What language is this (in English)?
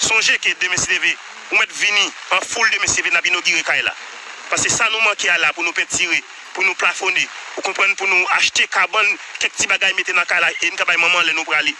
Haitian Creole